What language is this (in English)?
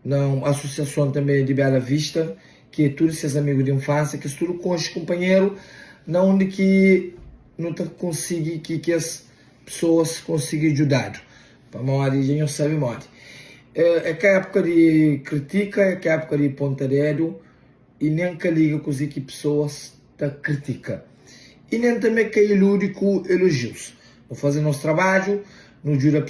Kabuverdianu